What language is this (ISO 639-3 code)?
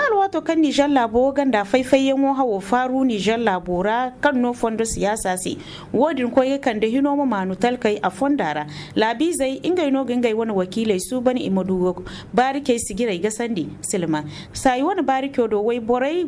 dje